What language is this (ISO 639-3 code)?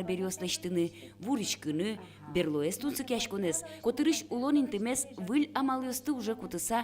udm